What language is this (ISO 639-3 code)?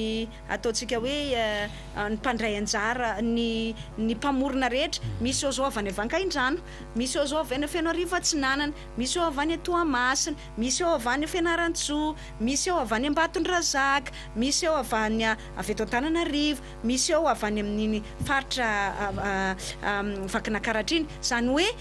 mlg